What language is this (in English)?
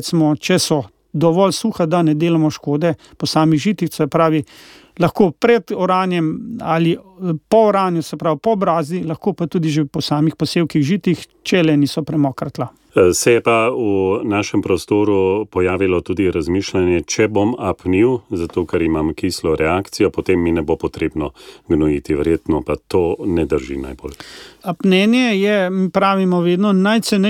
Slovenian